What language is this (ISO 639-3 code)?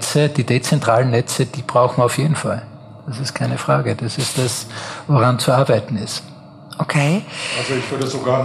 deu